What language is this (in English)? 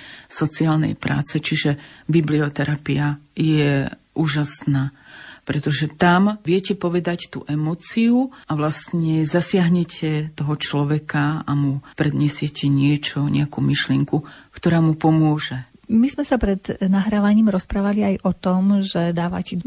Slovak